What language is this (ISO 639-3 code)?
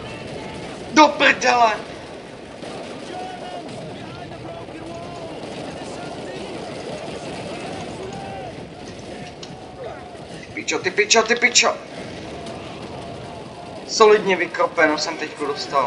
ces